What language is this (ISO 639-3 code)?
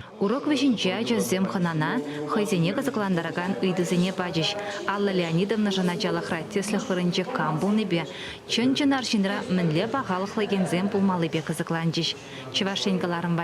chv